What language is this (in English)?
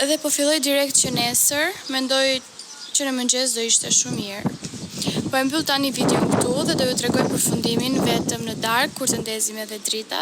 Albanian